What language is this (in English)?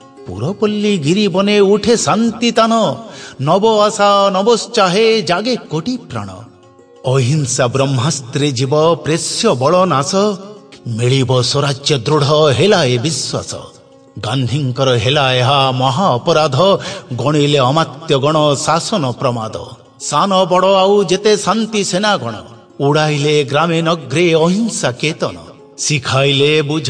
Odia